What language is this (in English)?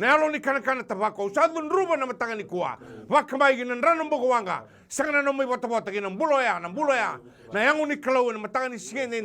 Fijian